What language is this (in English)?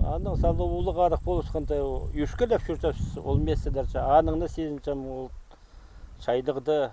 Khakas